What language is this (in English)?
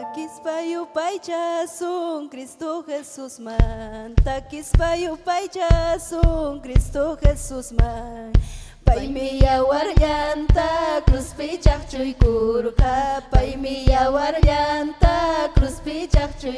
Ayacucho Quechua